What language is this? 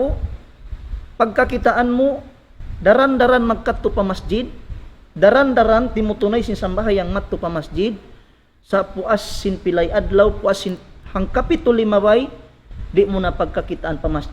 Tausug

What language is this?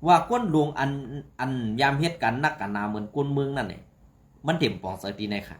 Shan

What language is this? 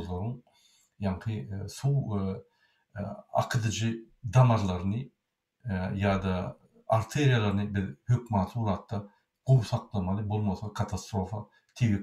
Turkmen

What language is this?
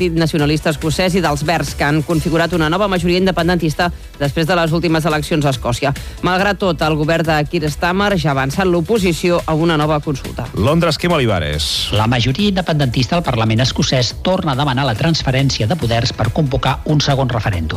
Catalan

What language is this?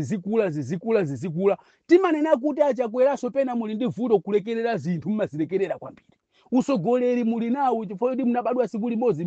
Nyanja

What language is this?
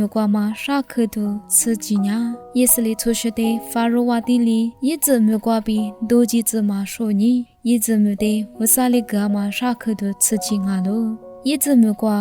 Lisu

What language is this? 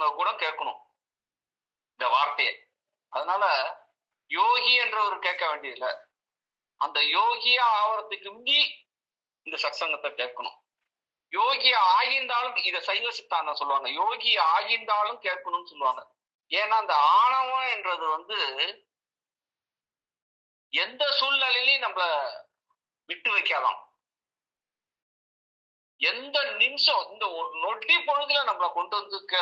Tamil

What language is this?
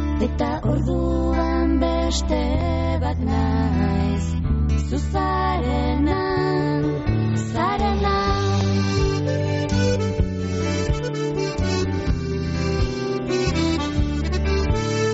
Basque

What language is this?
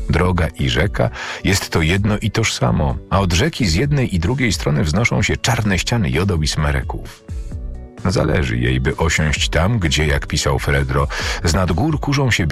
Polish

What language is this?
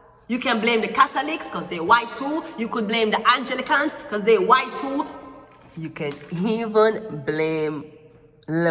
Jamaican Creole English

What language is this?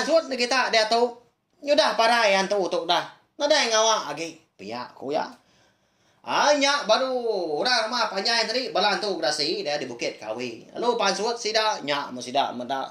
Iban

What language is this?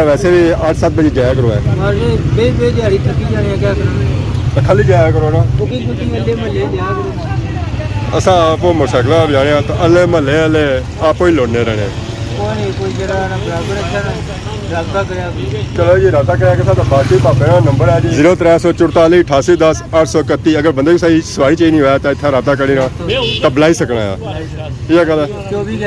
Pahari-Potwari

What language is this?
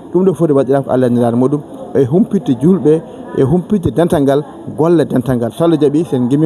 Fula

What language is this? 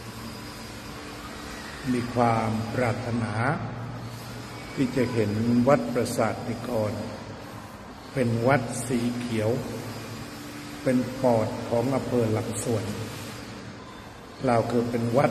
Thai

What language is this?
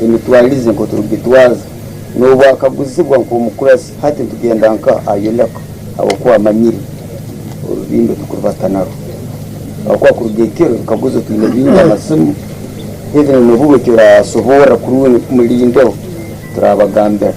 Tooro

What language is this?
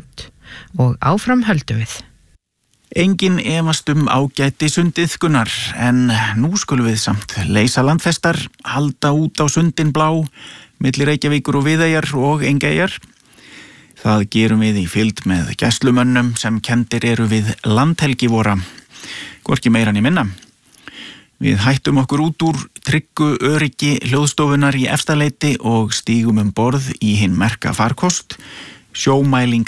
Icelandic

